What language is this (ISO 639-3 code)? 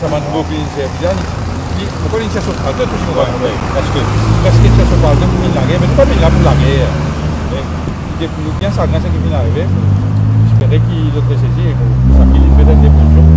mfe